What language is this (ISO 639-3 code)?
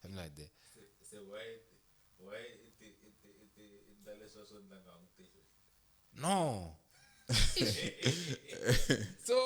tso